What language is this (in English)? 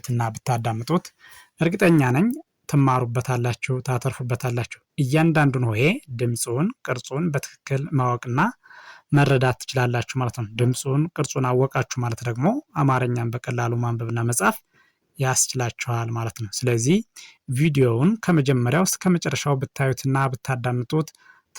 Amharic